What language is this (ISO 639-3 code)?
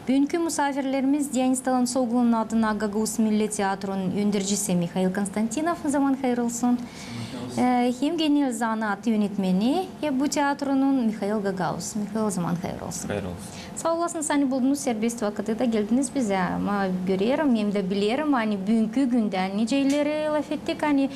gag